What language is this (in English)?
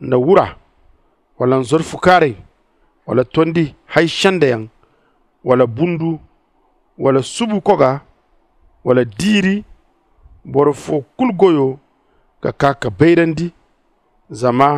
Zarma